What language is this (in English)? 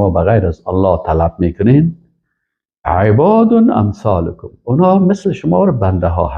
Persian